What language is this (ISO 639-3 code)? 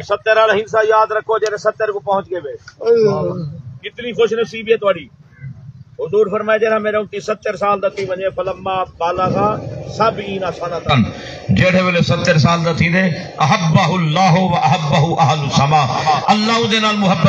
skr